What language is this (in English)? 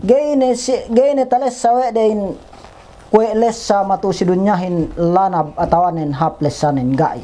Yakan